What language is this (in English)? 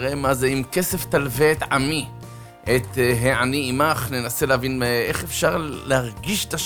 Hebrew